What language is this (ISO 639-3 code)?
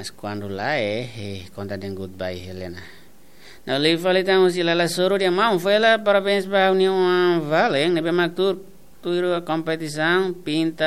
tet